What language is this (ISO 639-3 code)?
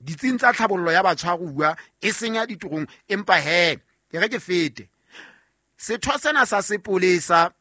sot